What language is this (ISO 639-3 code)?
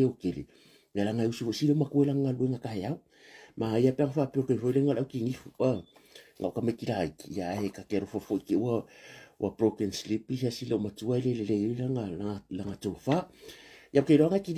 smo